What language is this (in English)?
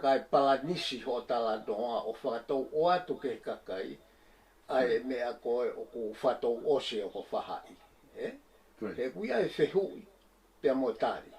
Tongan